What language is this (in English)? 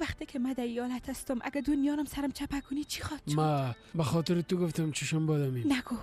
Persian